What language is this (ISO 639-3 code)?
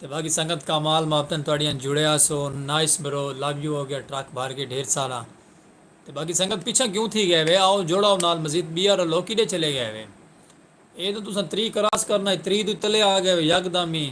skr